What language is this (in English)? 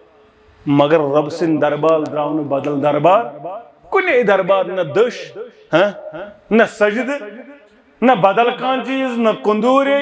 Kashmiri